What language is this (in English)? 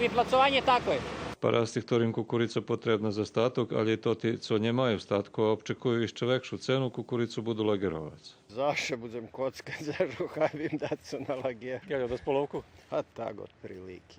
Rusyn